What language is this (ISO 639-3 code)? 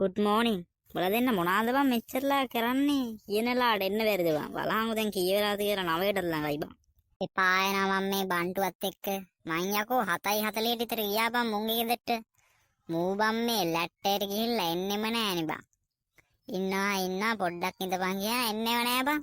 sin